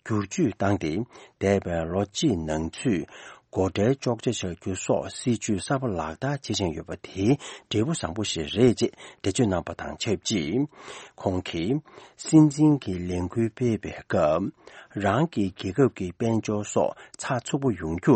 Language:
Tibetan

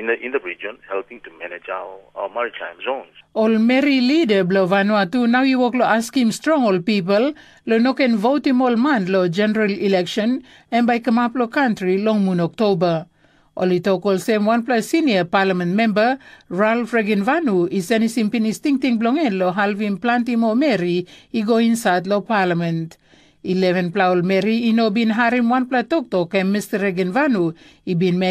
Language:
Tok Pisin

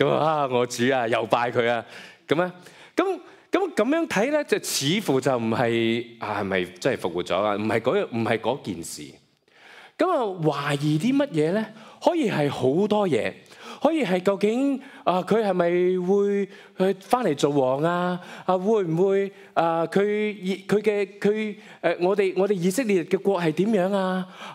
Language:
Cantonese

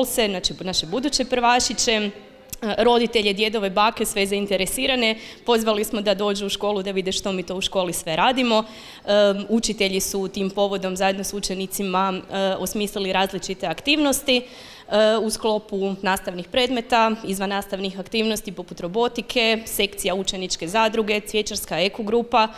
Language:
Croatian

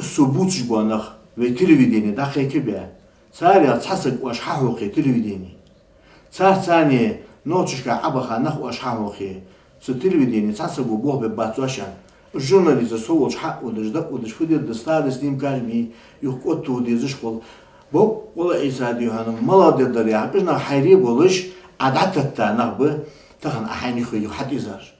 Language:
Ingush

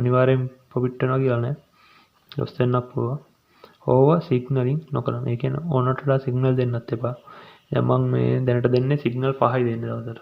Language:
Sinhala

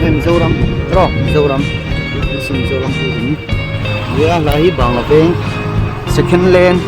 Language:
Mizo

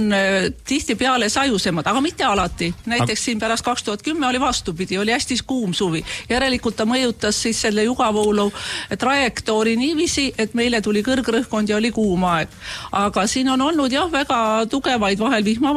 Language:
Estonian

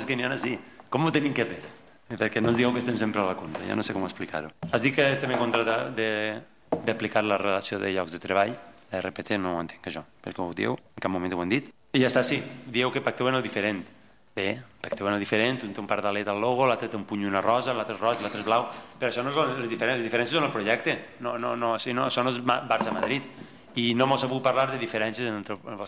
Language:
Catalan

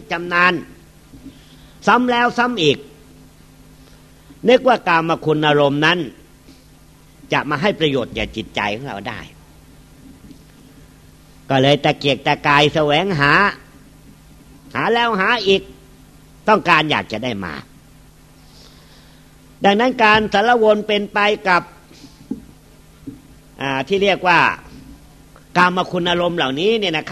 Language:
Thai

